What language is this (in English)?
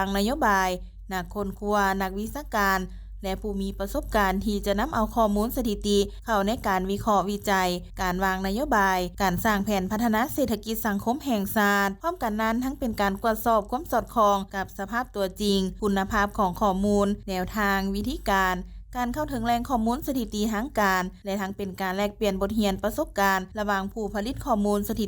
Lao